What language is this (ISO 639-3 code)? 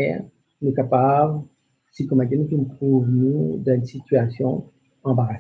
mfe